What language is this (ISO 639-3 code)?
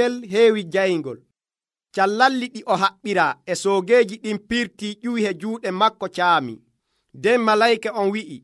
fuv